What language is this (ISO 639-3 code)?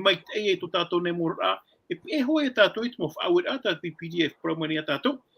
tah